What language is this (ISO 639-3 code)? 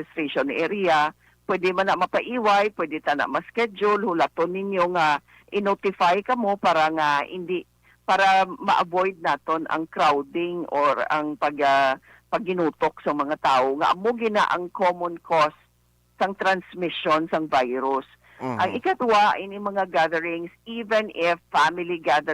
hil